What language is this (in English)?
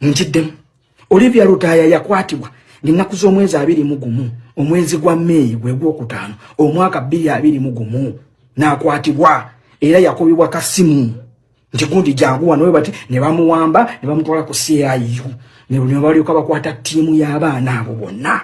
Ganda